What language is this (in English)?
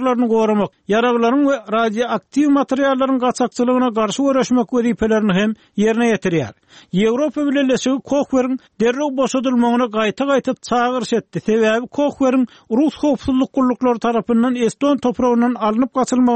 Turkmen